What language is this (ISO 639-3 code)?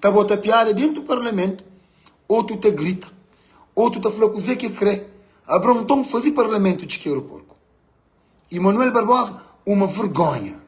kea